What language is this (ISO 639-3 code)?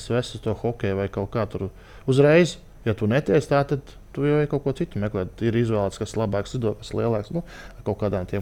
lav